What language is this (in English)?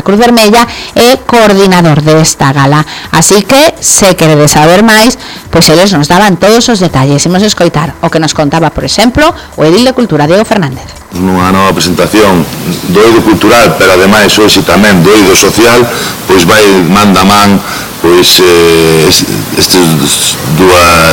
Galician